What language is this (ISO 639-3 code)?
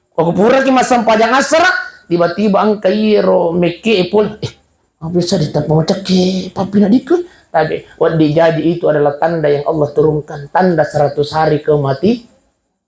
bug